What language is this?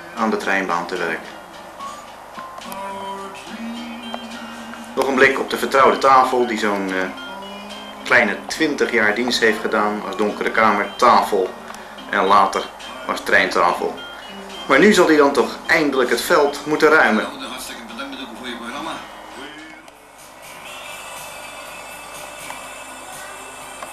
Dutch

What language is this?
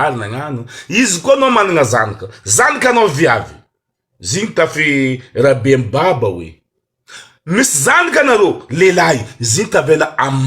Malagasy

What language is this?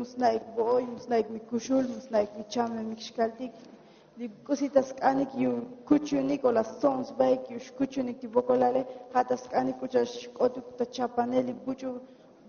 Tzotzil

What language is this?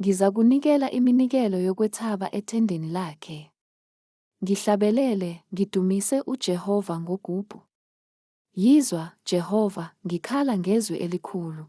Zulu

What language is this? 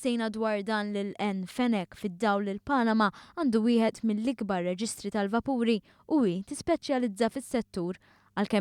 Maltese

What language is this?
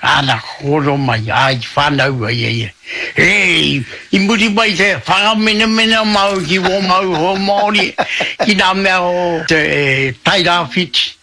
Māori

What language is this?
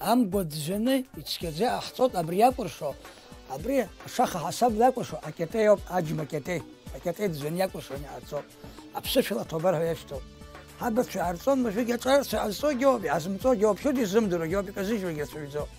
Abkhazian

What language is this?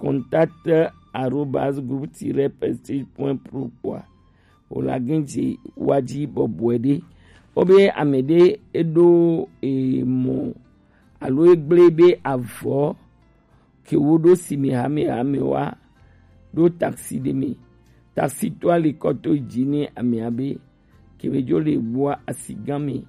Gen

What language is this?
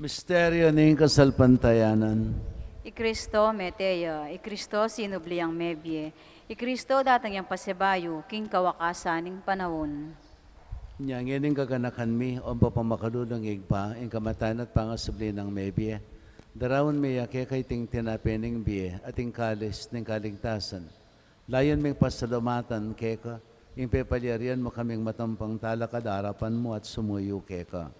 Pampanga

